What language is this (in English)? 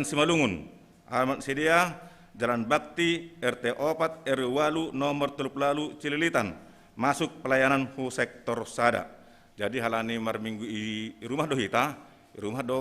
Batak Simalungun